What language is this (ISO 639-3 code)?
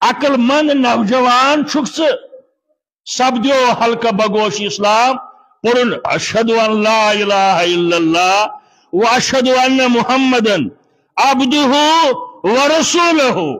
kas